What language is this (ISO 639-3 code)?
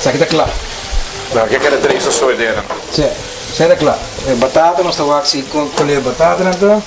pap